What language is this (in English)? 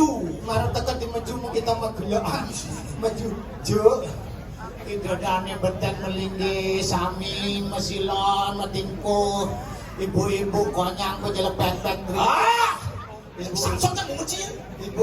Balinese